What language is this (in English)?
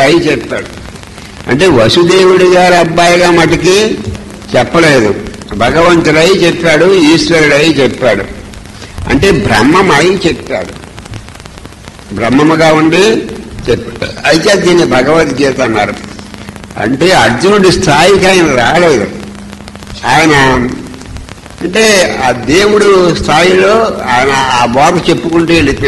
Telugu